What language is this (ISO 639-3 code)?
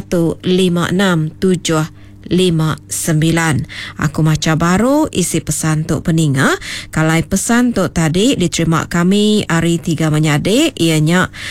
iba